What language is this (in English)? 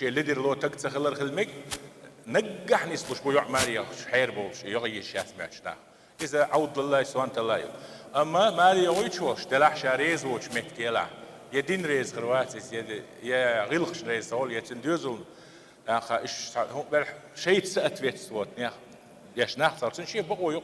Chechen